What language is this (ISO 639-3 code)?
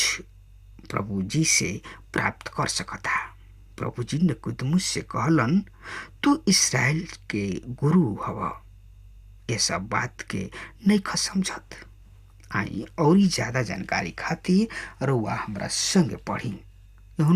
bho